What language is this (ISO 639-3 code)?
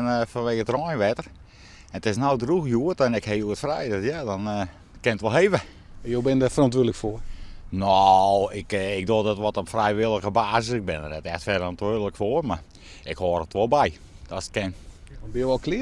fry